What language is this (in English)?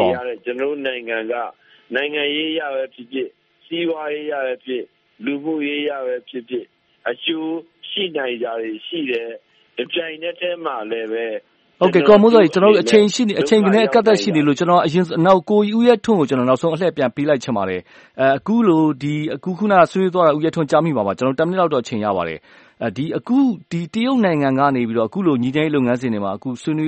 Burmese